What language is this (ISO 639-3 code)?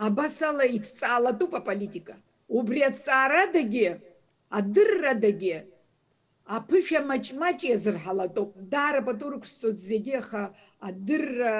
abk